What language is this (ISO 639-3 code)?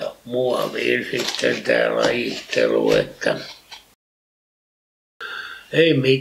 fin